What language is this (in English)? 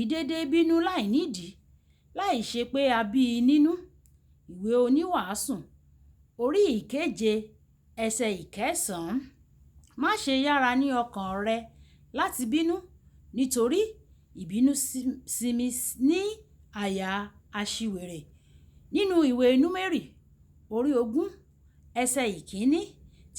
Yoruba